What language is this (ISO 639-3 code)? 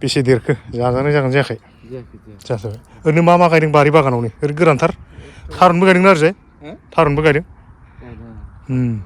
brx